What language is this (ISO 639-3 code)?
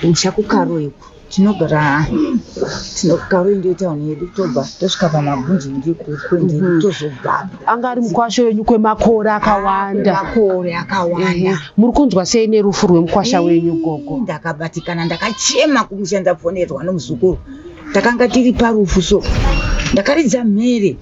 sna